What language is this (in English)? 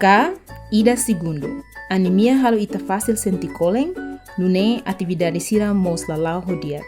Tetum